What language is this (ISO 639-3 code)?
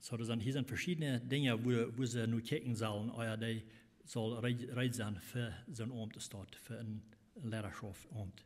pdt